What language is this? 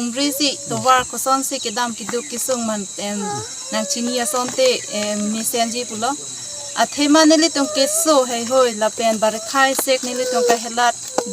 Karbi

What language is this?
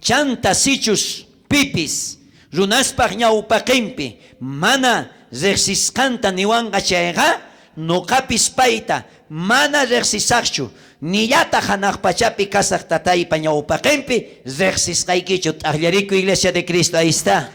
South Bolivian Quechua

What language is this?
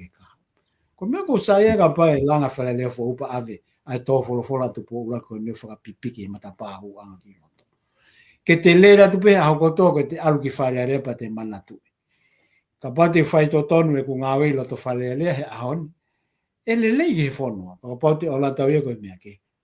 Tongan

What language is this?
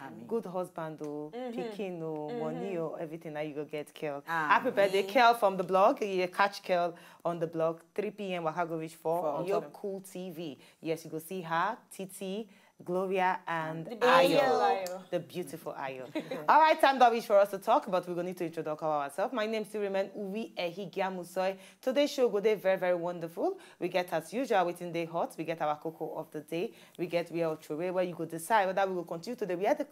Nigerian Pidgin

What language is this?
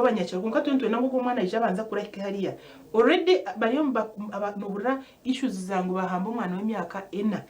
Nyankole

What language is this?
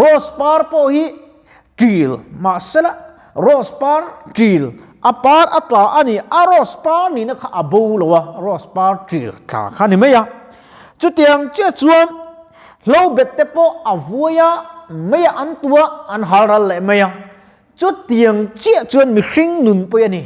Mizo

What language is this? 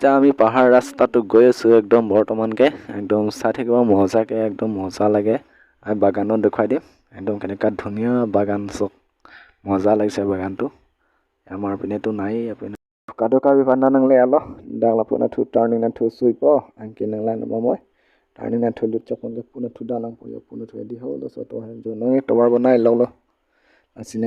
Karbi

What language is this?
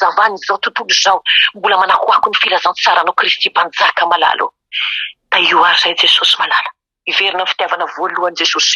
Malagasy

